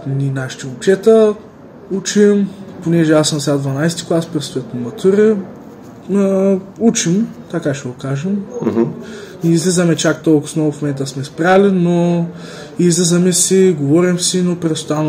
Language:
Bulgarian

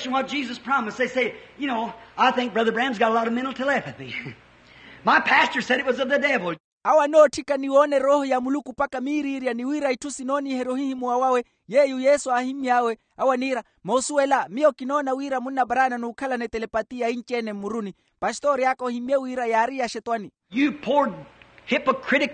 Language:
Makhuwa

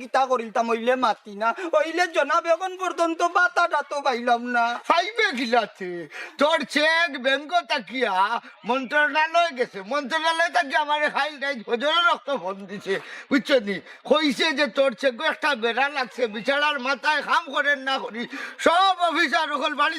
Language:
Sylheti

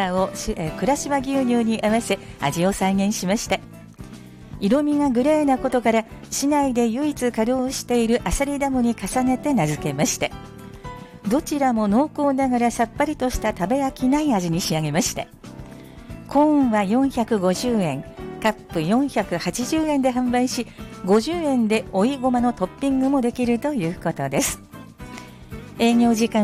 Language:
Japanese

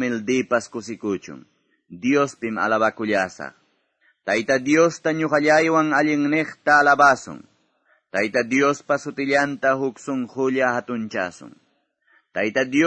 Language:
Quechua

